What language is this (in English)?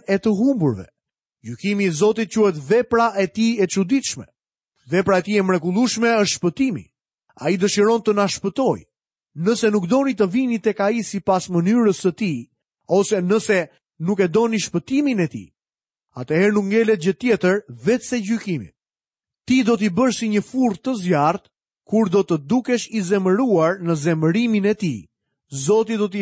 Albanian